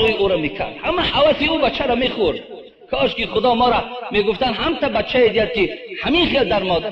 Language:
Tajik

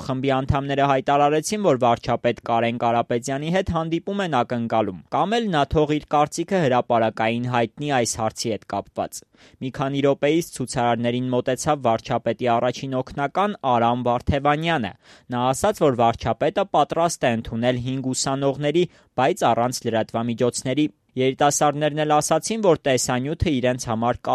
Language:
Armenian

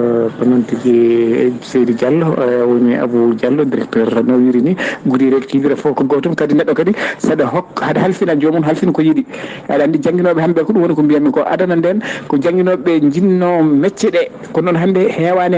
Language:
Fula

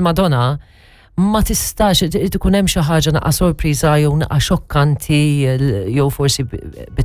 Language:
Maltese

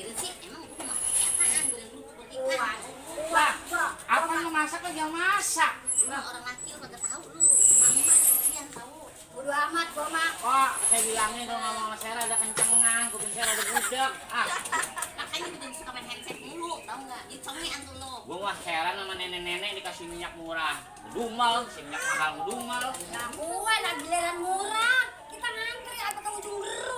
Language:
Betawi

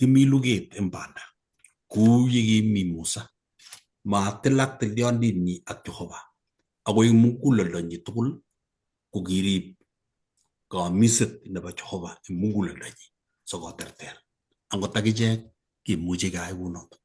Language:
Kalenjin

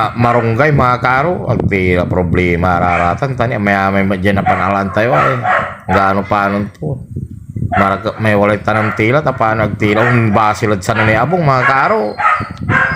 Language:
Pangasinan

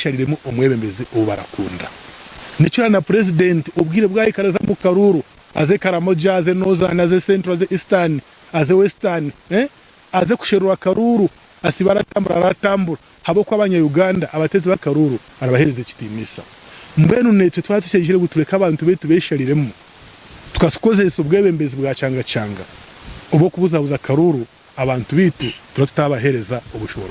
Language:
Nyankole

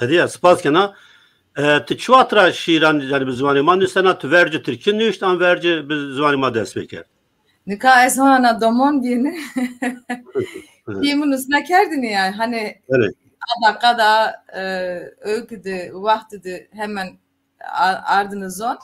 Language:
Zaza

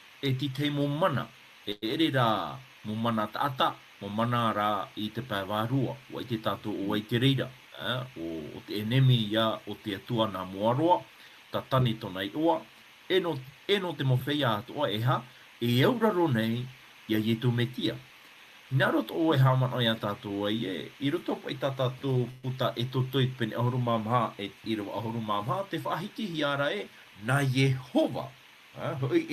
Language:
Tahitian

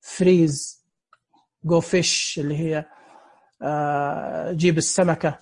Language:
Najdi Arabic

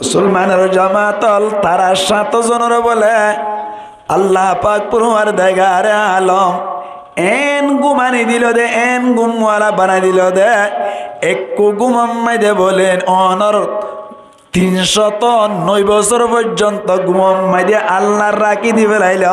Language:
Rohingya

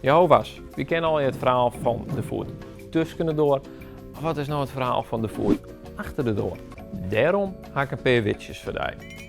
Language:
Western Frisian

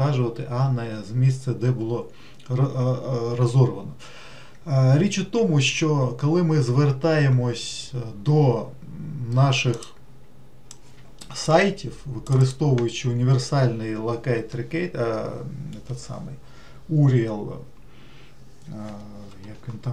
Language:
Ukrainian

